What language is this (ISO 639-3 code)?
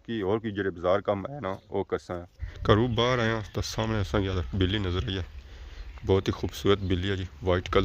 phr